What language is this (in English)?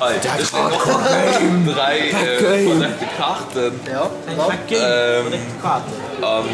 Luxembourgish